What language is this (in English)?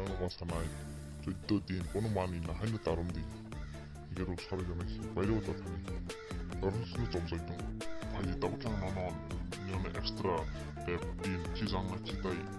Kok Borok